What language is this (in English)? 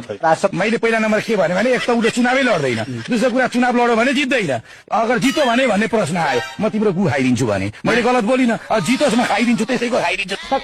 Nepali